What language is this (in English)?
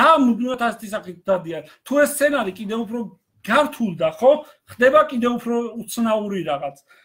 Georgian